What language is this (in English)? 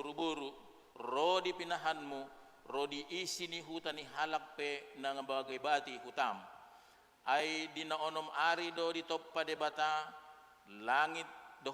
Batak Toba